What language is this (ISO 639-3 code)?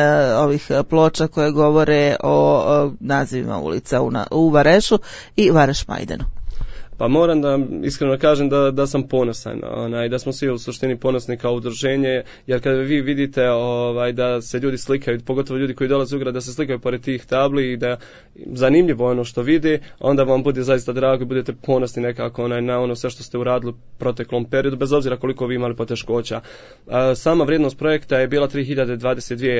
bos